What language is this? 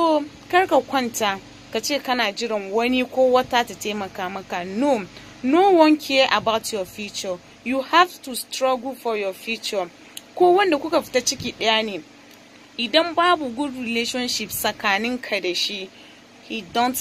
Hausa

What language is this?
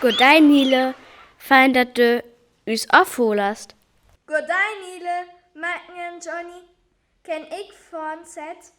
Northern Frisian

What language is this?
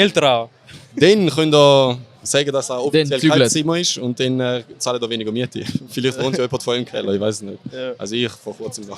Swiss German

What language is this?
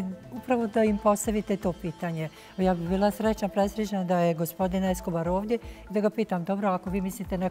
Bosnian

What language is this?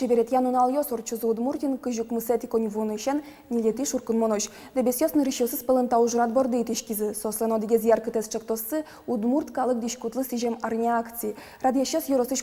Udmurt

